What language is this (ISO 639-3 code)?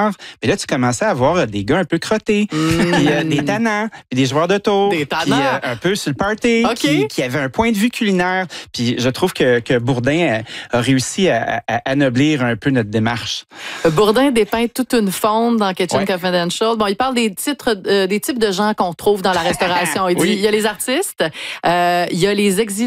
fra